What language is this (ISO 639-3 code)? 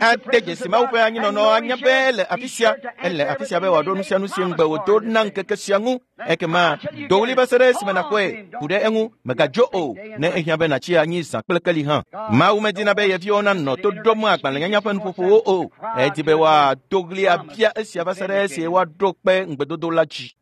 ewe